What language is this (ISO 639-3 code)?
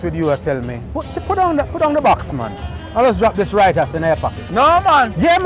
jam